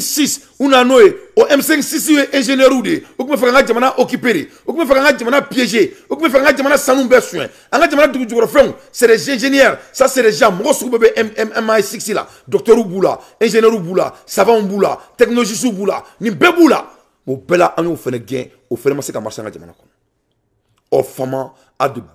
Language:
Bambara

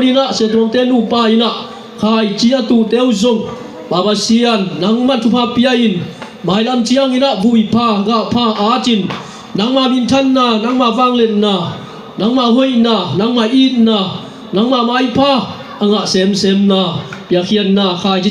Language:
Tedim Chin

